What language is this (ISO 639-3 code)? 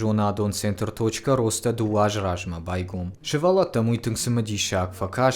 oss